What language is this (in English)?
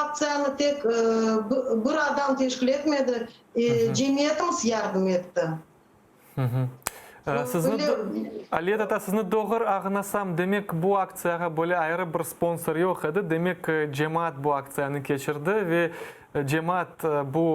Crimean Tatar